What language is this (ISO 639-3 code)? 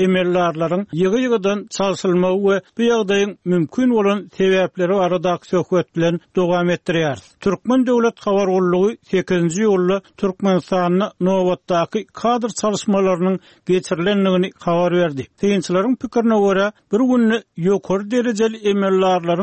tuk